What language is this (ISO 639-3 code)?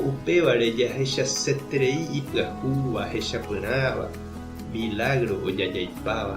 grn